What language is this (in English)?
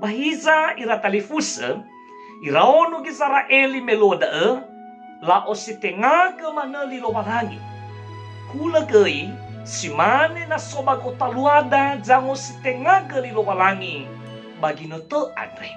Nias